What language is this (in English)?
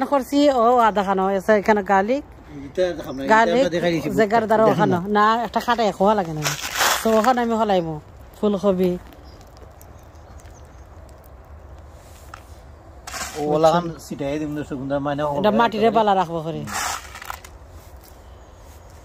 Bangla